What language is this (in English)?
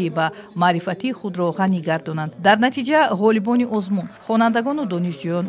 Tajik